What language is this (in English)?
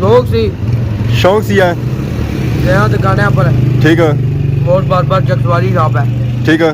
Pahari-Potwari